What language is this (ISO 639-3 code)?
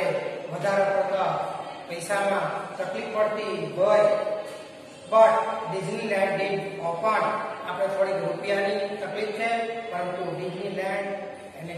guj